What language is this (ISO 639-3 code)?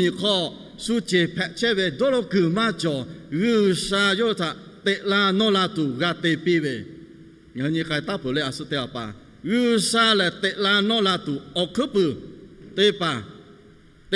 lhu